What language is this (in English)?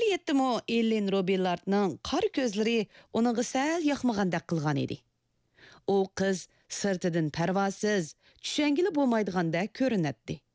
Uyghur